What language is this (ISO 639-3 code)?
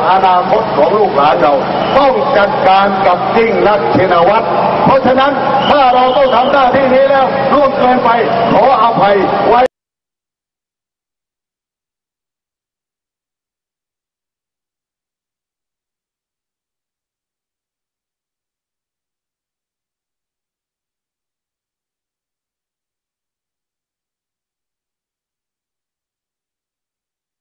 tha